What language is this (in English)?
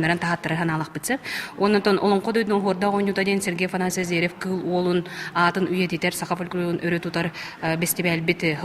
Yakut